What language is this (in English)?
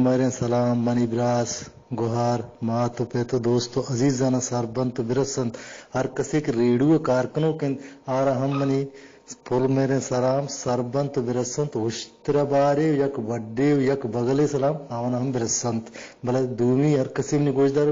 Eastern Balochi